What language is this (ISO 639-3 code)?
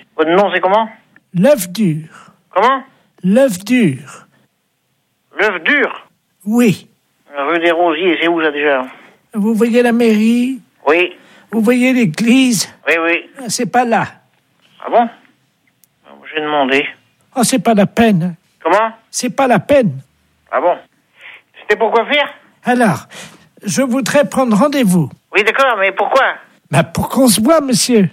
fra